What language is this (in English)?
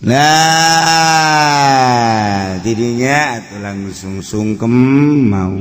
Sundanese